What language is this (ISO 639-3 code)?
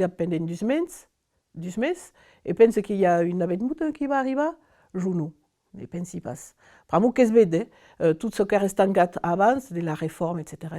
oci